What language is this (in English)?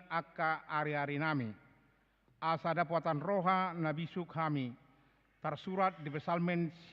Batak Toba